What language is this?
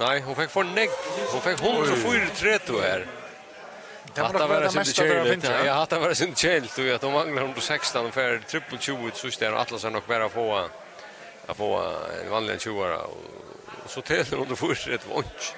Faroese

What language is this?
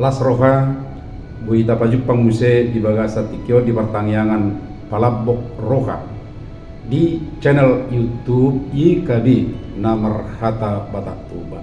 Batak Toba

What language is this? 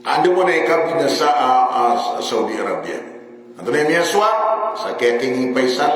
Maranao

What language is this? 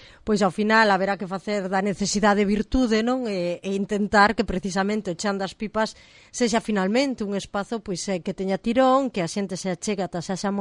Galician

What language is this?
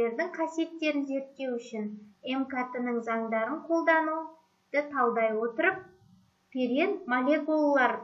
Kazakh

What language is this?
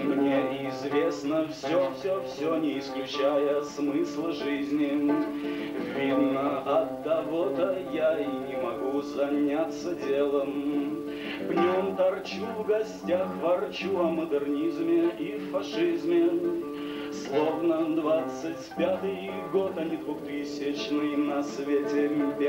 Russian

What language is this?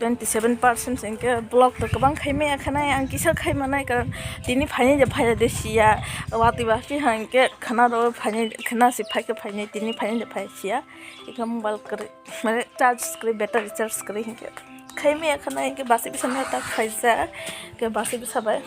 Kok Borok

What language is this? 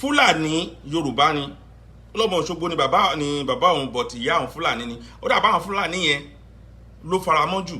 Yoruba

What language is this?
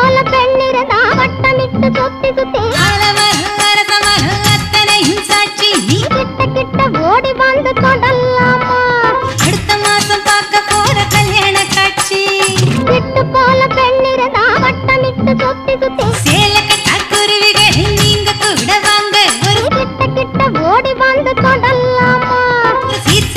Tamil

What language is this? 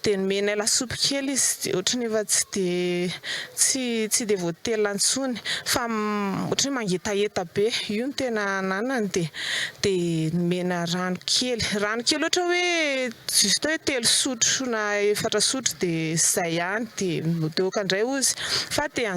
Malagasy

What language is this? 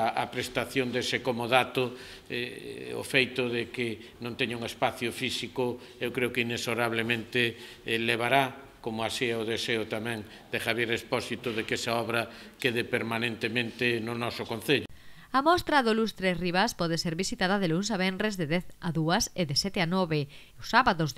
Galician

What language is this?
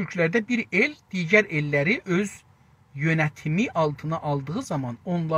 South Azerbaijani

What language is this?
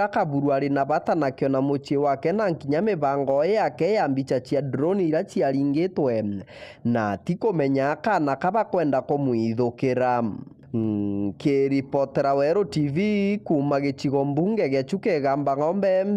Meru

